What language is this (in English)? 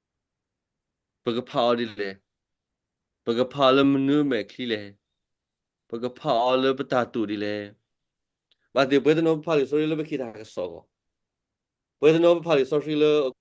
S'gaw Karen